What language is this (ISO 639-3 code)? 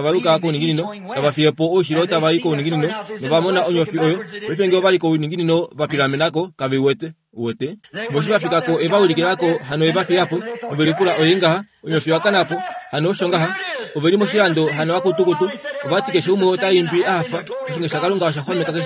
kua